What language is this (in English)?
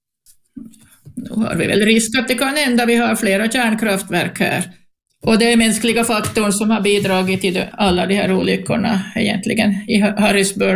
Swedish